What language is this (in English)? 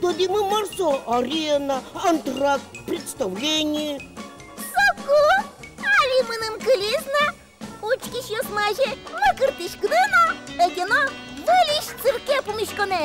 Udmurt